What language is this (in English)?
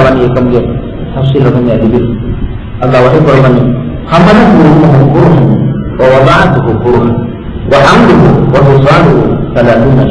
Divehi